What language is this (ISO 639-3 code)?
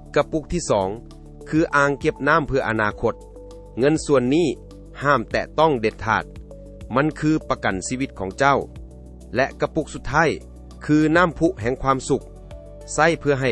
lao